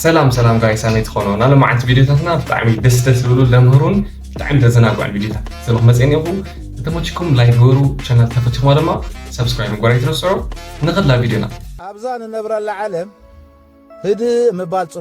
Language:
Tigrinya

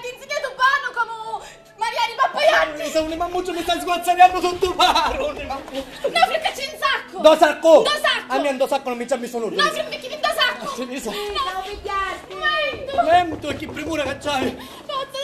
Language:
Sicilian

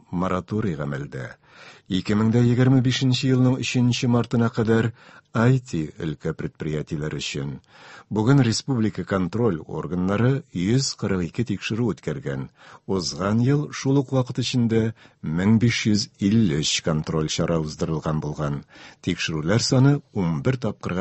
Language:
Tatar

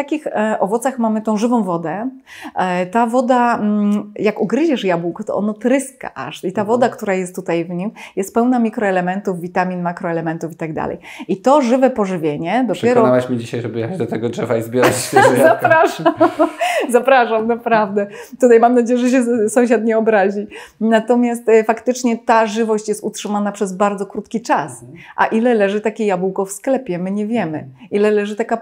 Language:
Polish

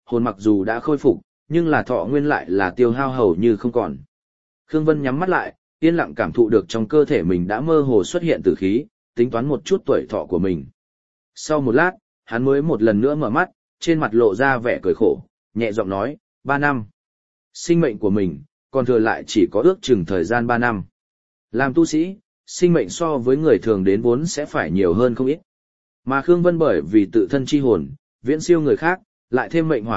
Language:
Vietnamese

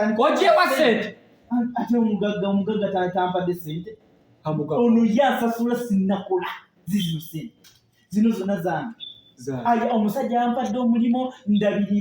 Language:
Ganda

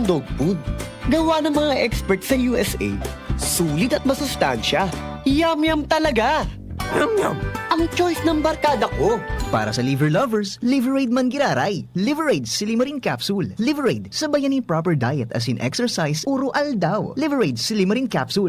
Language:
Bikol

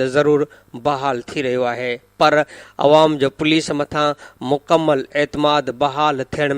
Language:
Sindhi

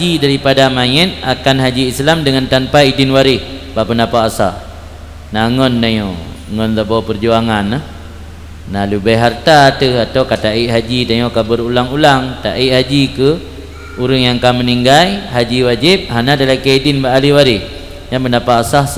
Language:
Achinese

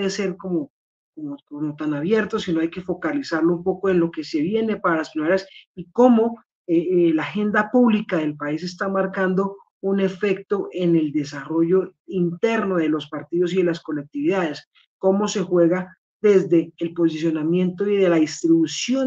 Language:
Spanish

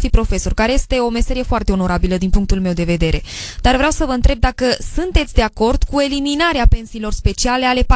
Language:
Romanian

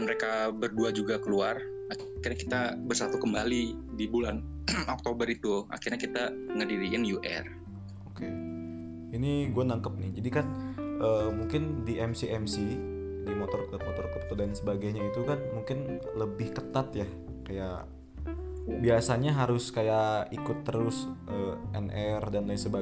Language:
Indonesian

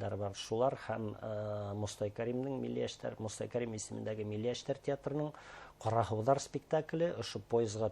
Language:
Bashkir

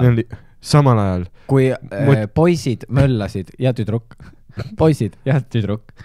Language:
Estonian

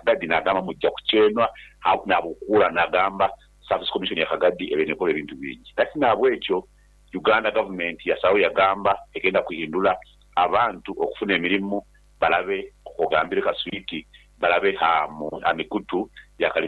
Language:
Nyoro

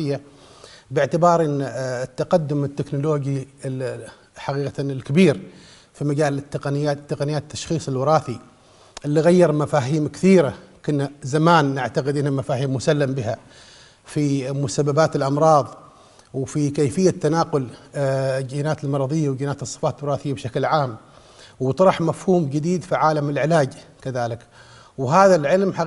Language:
Arabic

